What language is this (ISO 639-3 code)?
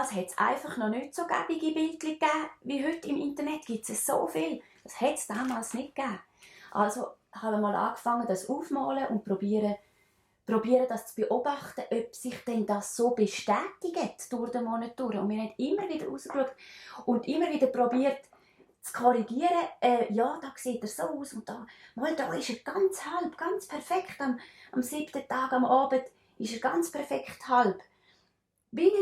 gsw